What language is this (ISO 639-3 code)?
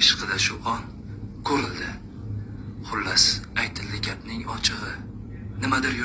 uzb